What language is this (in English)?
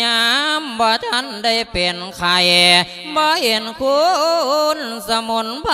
Lao